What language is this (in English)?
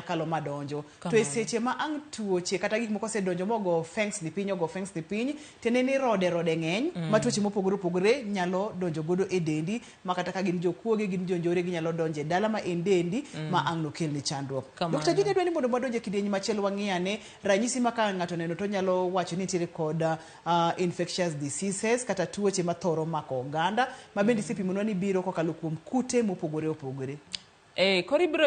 Luo (Kenya and Tanzania)